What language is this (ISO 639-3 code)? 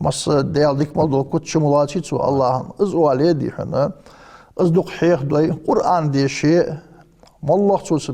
inh